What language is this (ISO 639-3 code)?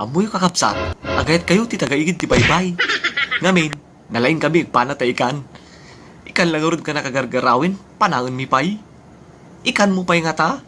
ilo